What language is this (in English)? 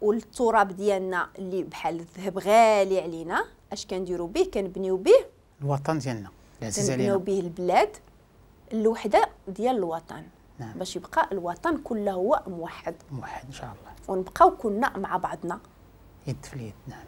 Moroccan Arabic